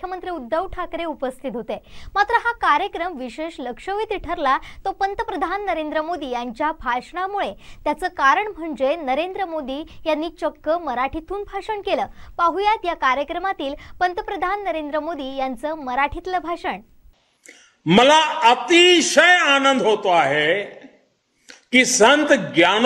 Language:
Marathi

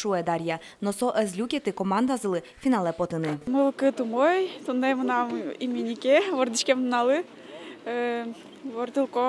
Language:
Udmurt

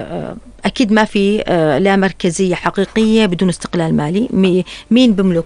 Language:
North Levantine Arabic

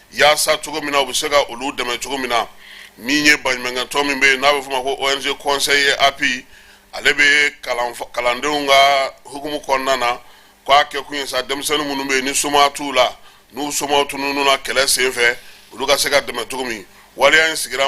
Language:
Bambara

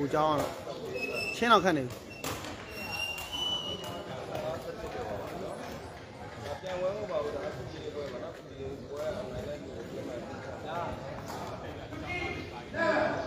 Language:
Burmese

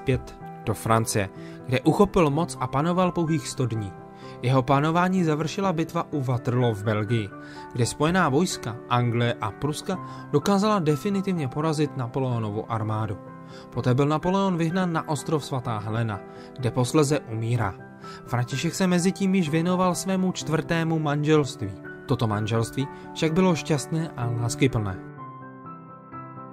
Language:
Czech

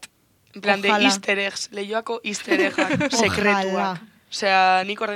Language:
Basque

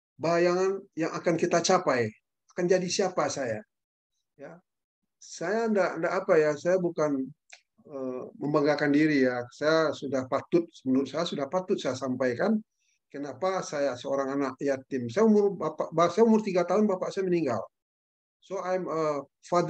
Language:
Indonesian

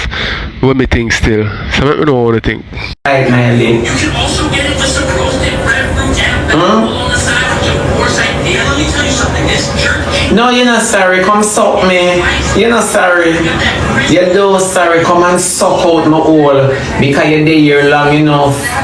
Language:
Jamaican Creole English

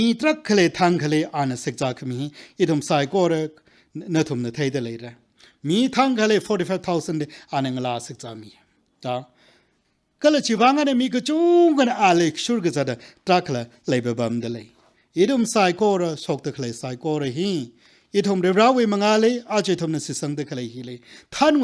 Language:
Tangkhul Naga (India)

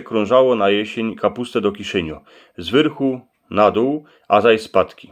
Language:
Silesian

